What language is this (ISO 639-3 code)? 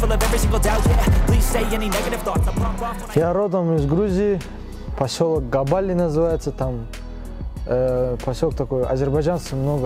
kaz